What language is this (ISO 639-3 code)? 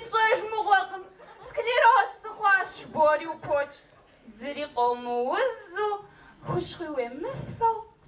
kbd